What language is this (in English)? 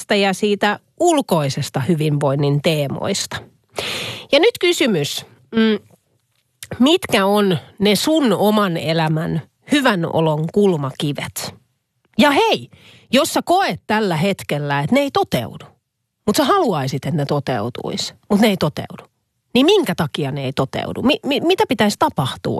Finnish